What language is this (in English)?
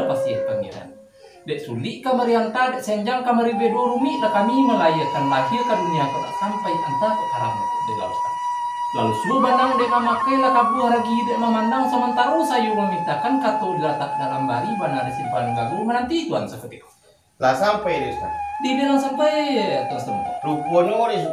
Minangkabau